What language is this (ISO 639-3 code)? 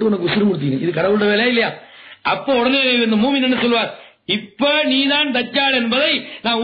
tam